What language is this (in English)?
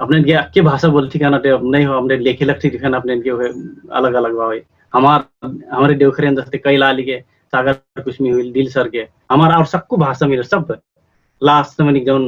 Dangaura Tharu